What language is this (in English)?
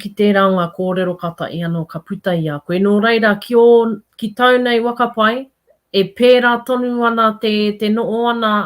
Māori